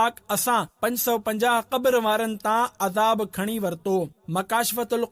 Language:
Sindhi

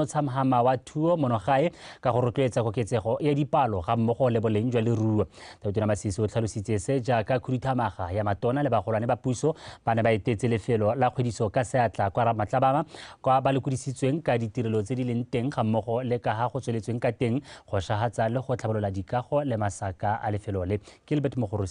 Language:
Tswana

